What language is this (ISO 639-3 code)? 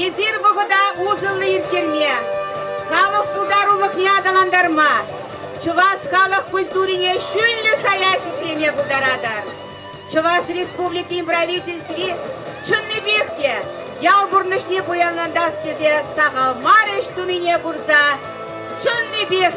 chv